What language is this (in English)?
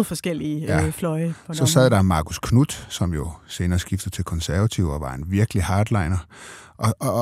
Danish